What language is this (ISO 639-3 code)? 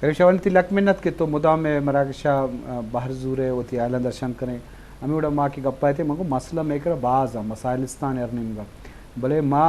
bgp